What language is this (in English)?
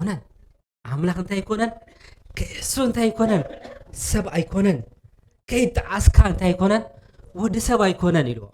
Tigrinya